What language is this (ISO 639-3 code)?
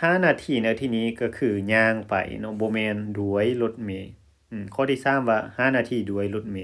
lao